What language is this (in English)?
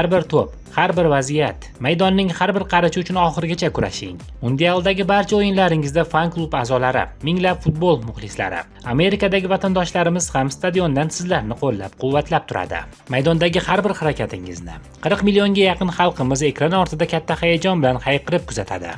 Uzbek